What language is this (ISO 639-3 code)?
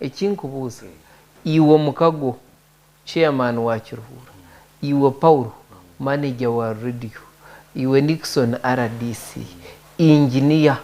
nyn